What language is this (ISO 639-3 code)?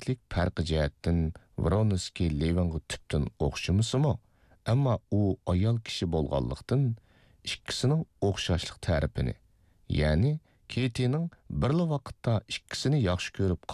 uig